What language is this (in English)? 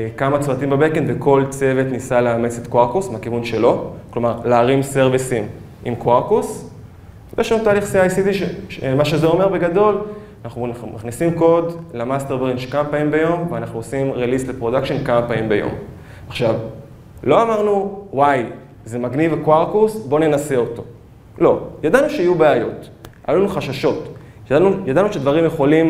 Hebrew